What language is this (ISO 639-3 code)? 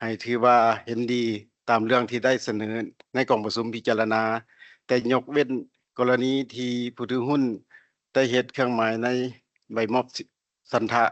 lao